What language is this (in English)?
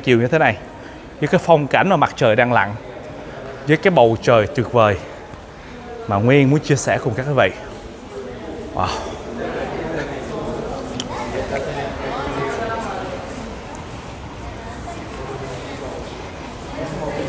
Vietnamese